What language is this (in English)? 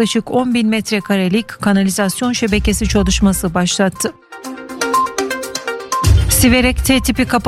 Turkish